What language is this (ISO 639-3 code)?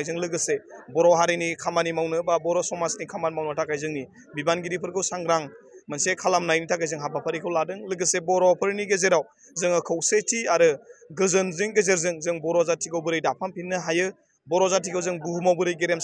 brx